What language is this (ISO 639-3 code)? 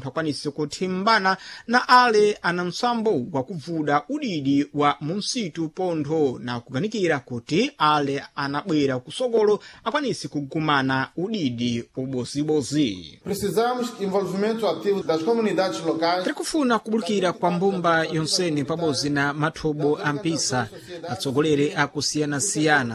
seh